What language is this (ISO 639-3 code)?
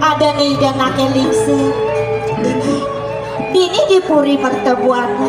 ban